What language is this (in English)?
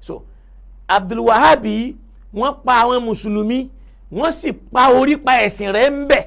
Yoruba